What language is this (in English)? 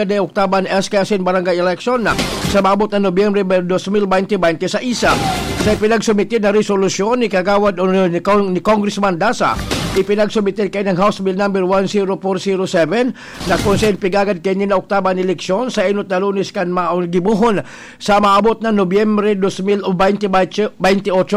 Bikol